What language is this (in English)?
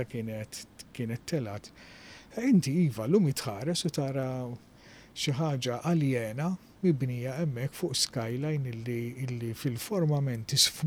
Maltese